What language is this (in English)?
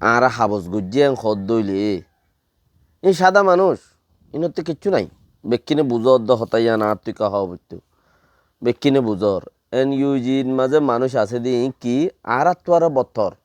Rohingya